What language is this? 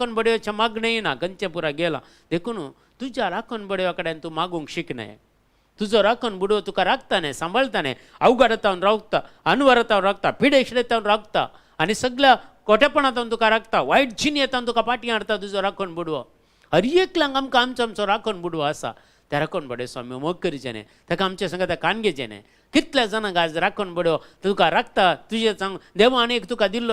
Konkani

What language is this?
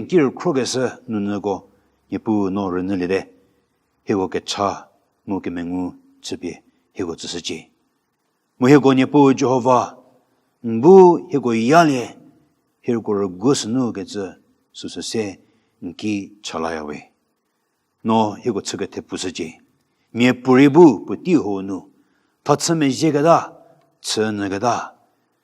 Angami Naga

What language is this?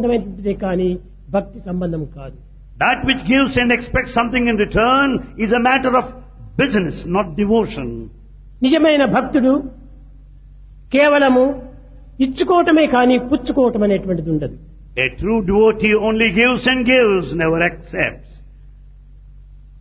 Telugu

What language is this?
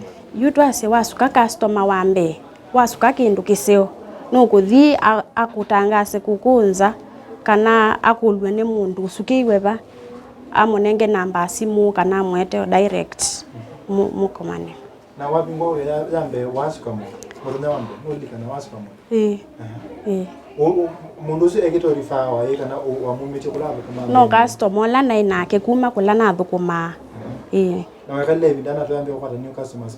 Kamba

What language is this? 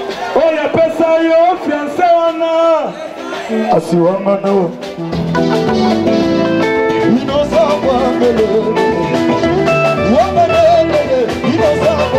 Lingala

